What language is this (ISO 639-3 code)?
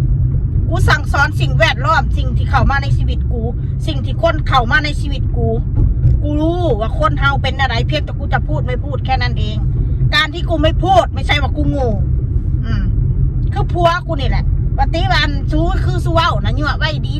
tts